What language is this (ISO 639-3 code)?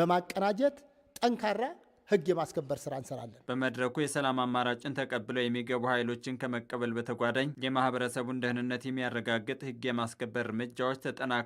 amh